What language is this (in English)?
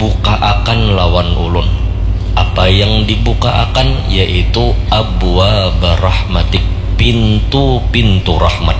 Banjar